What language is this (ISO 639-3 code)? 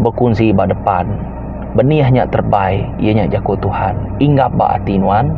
iba